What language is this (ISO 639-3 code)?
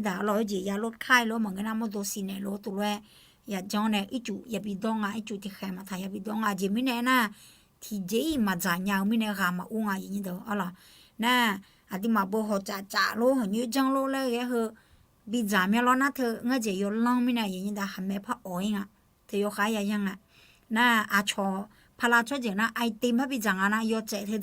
ahk